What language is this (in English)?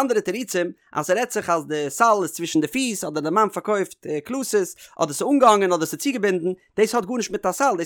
Yiddish